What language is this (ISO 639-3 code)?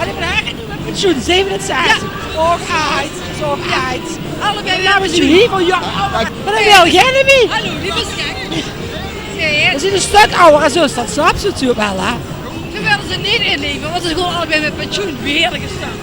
lim